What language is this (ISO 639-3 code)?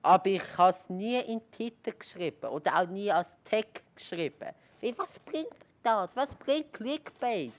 gsw